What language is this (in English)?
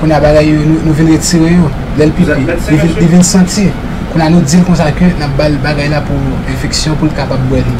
Haitian Creole